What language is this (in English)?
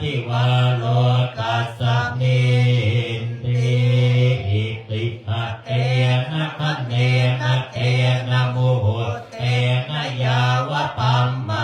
Pali